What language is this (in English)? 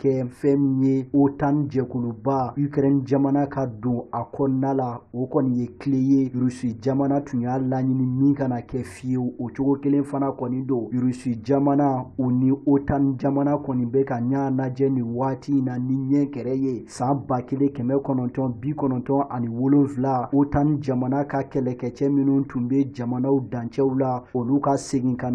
Bambara